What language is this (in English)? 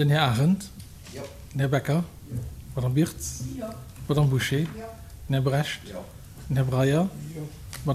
Luxembourgish